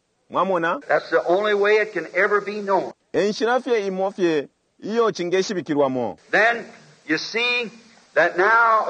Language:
Bemba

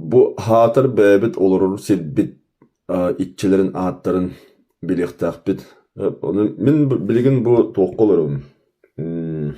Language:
Yakut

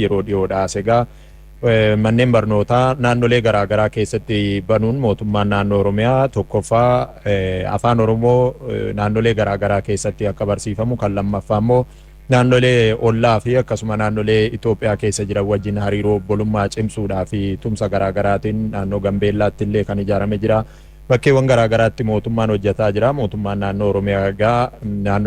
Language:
Oromo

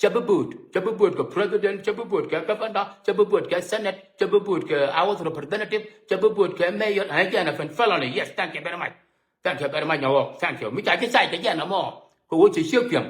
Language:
Nuer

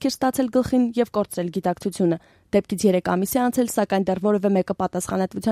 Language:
Armenian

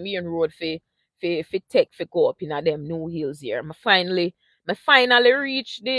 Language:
Jamaican Creole English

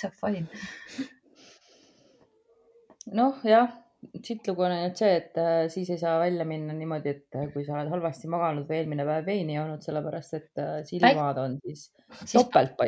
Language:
Estonian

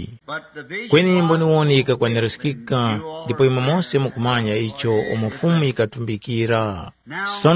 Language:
Tumbuka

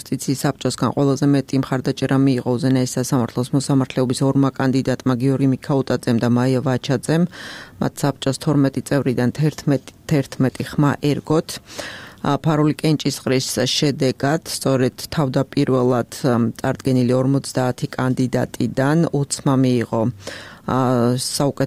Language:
Georgian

